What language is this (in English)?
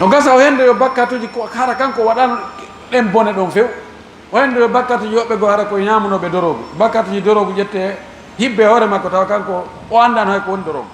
Fula